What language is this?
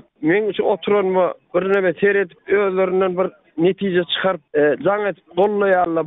Turkmen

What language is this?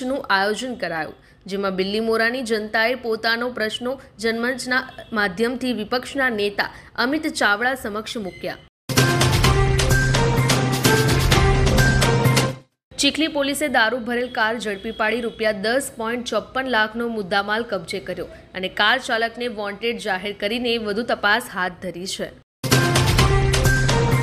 Gujarati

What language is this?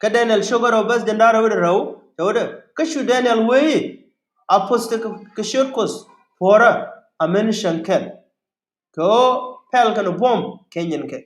Nuer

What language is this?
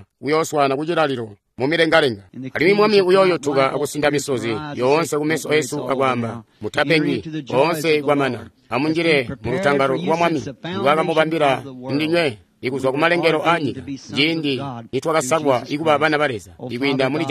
Tonga (Zambia)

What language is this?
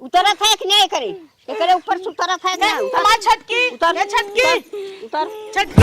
Awadhi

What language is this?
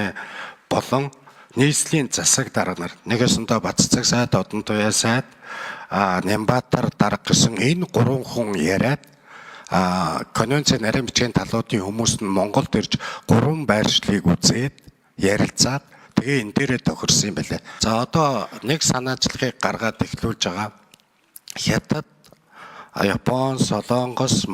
Mongolian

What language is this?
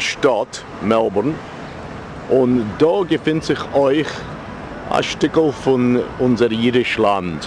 Yiddish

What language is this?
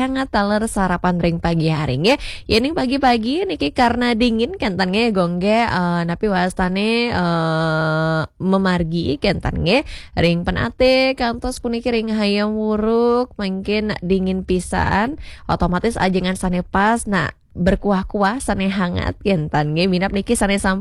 Balinese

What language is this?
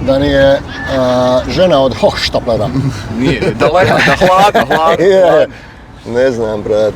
Bosnian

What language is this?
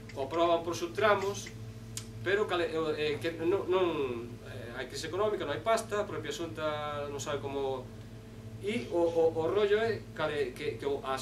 Galician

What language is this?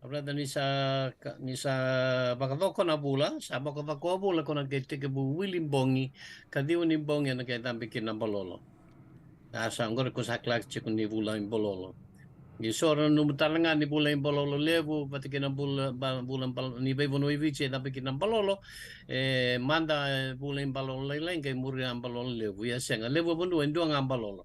Fijian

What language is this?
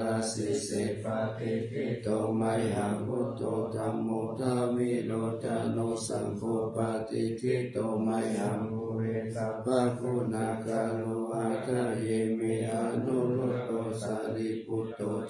Pali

